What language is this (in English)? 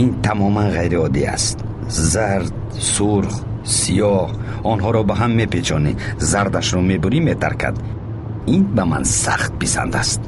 Tajik